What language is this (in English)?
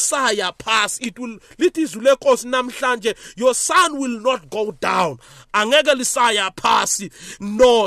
South Ndebele